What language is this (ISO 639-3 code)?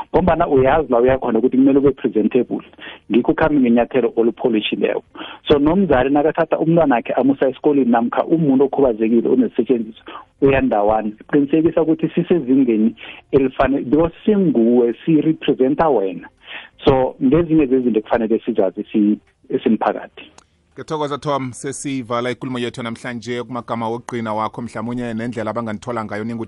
nbl